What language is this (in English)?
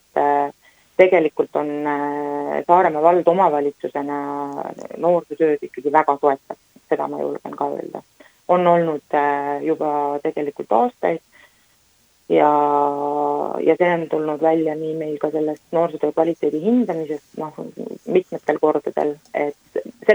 Estonian